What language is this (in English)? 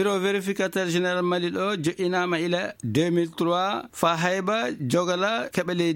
Fula